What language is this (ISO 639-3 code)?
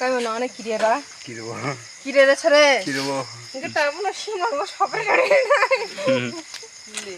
trp